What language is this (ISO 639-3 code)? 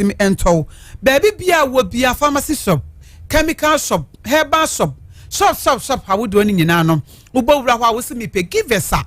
aka